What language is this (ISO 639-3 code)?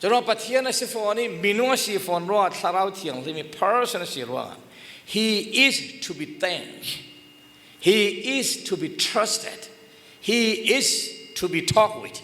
cfm